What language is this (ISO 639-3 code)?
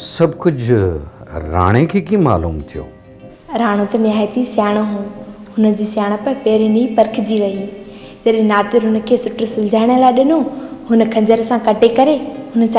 snd